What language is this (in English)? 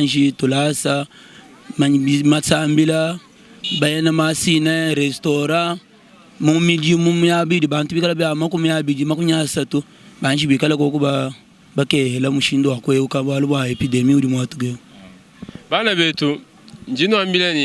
Luba-Lulua